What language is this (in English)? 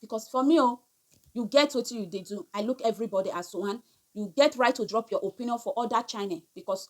Nigerian Pidgin